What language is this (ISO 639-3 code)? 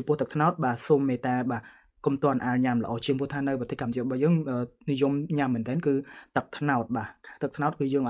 khm